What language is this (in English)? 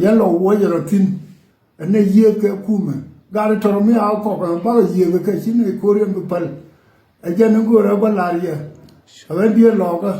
Nuer